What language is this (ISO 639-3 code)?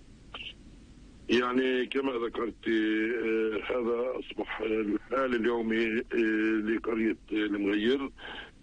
ara